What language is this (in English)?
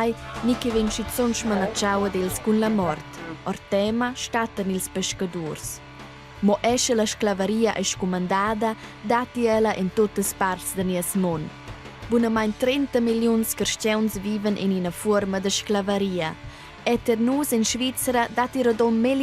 Romansh